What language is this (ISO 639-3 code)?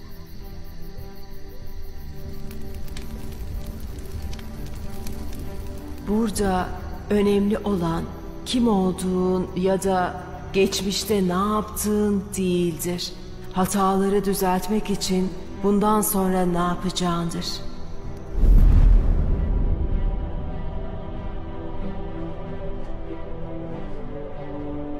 tur